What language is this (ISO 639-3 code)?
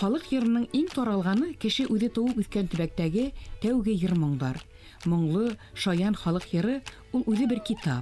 bak